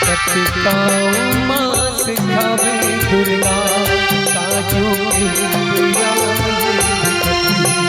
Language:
Chhattisgarhi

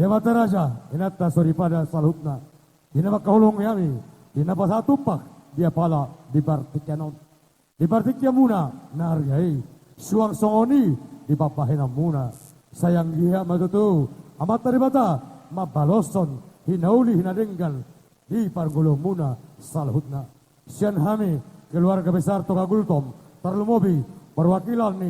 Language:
Batak Toba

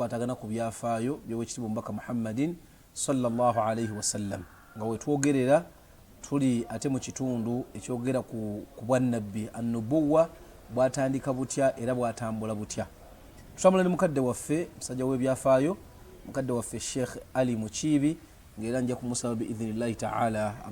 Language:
Ganda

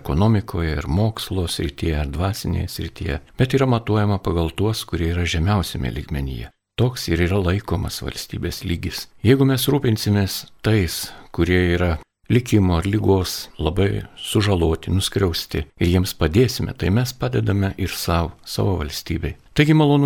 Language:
Lithuanian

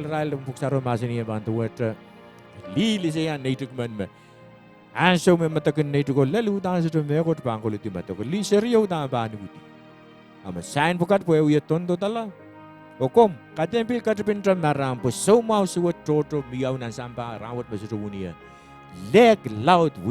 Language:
Pohnpeian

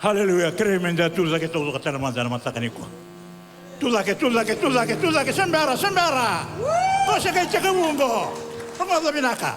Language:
Fijian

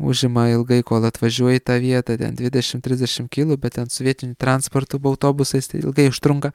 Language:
Lithuanian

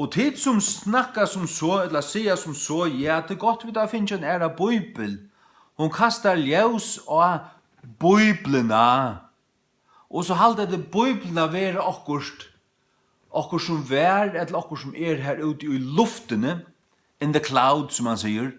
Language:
Faroese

